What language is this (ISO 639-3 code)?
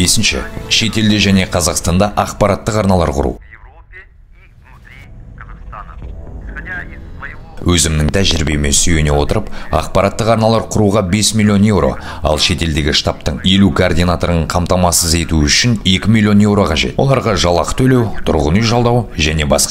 kaz